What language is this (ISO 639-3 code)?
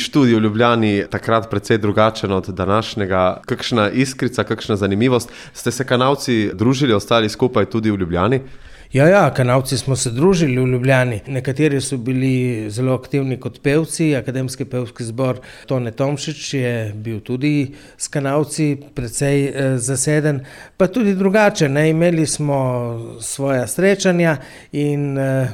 slv